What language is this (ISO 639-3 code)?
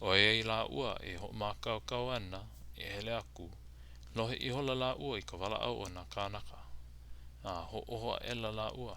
haw